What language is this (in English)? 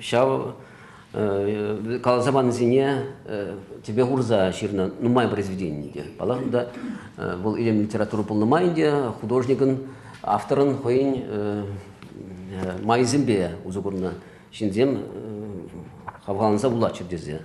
Chuvash